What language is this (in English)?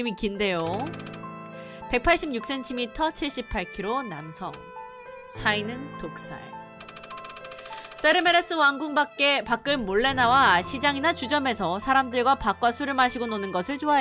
Korean